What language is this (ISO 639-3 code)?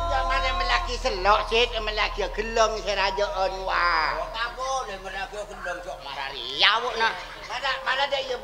mad